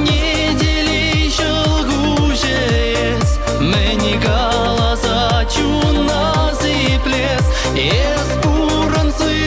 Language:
Chuvash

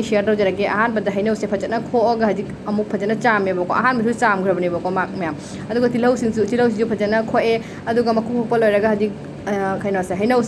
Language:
Manipuri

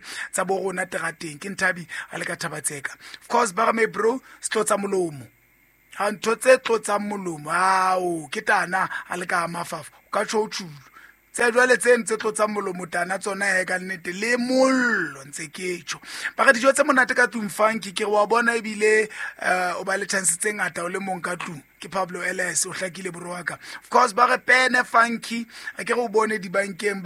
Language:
Southern Sotho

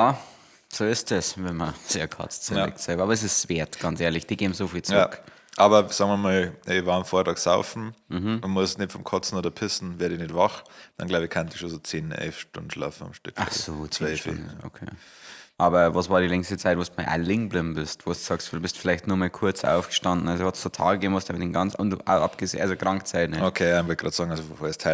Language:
Bavarian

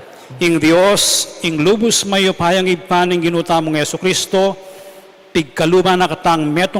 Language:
Pampanga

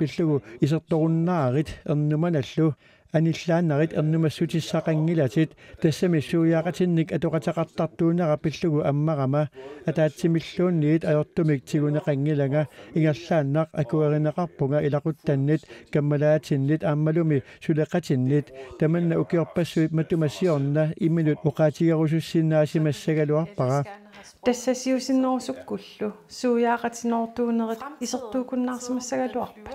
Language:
Kalaallisut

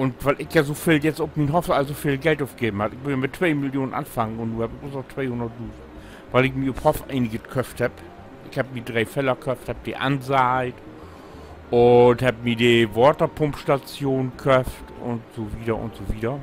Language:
Low German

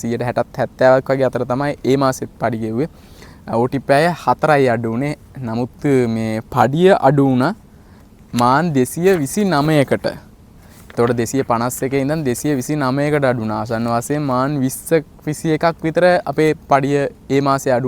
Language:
Sinhala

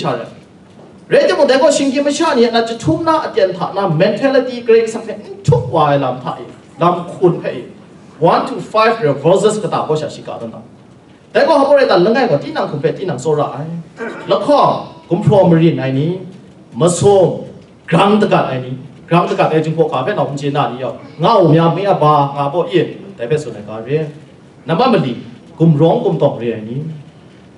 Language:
Kachin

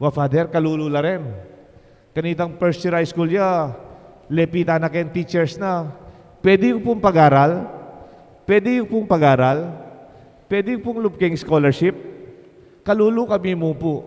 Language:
Pampanga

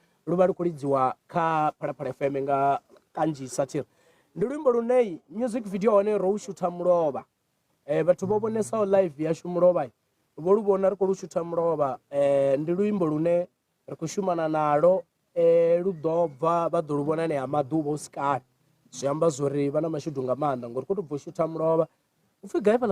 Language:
Venda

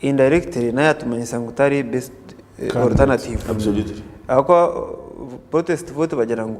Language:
Nyankole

